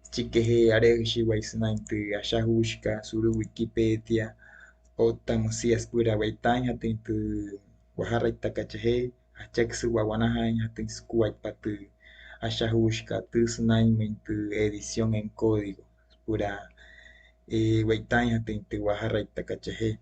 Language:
Wayuu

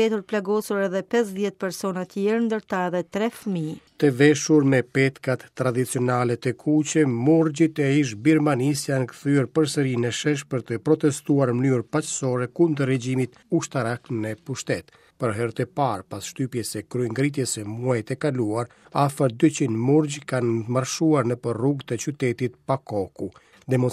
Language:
Albanian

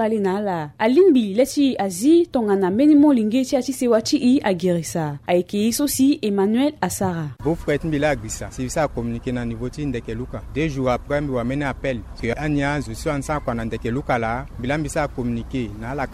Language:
Sango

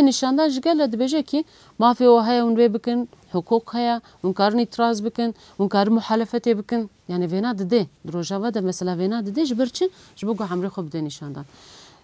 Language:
Kurdish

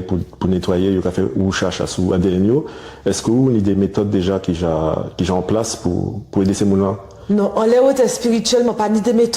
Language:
Guadeloupean Creole French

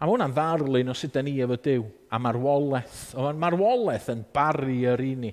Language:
Welsh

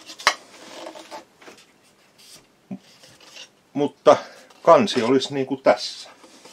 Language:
Finnish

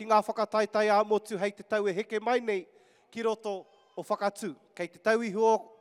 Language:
Māori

